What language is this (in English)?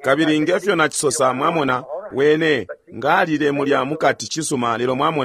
Bemba